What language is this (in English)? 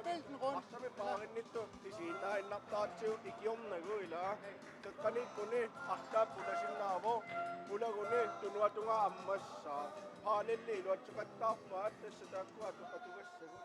Kalaallisut